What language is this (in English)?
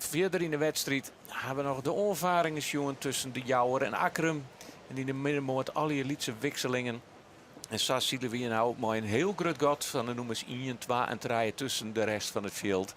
Western Frisian